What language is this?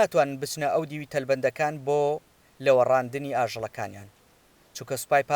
Central Kurdish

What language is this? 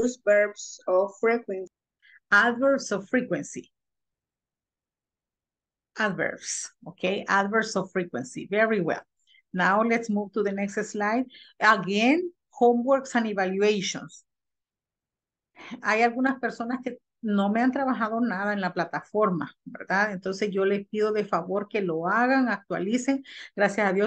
Spanish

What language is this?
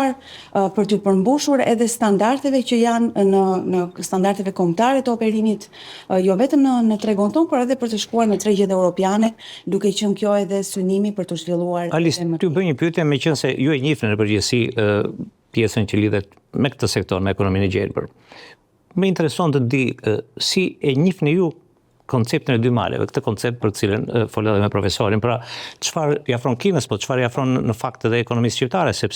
Albanian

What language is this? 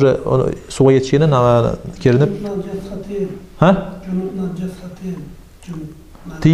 Kumyk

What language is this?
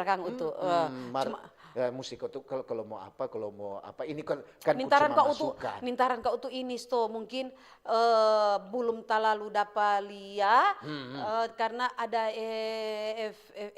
Manado Malay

